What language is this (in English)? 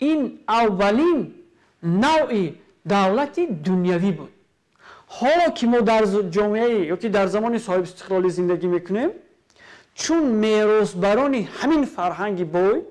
Tajik